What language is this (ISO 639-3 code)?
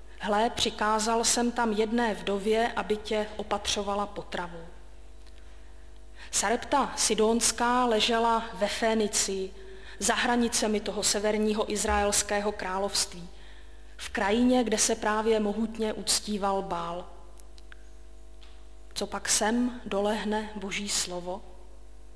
ces